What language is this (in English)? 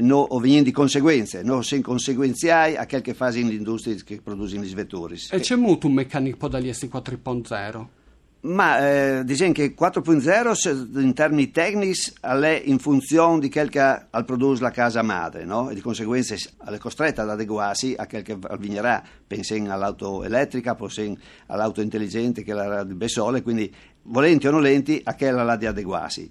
Friulian